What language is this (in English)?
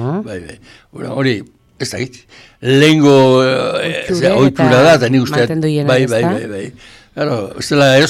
Basque